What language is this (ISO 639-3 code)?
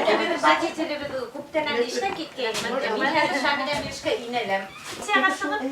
bak